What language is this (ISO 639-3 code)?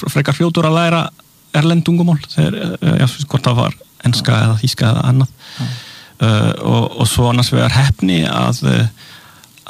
isl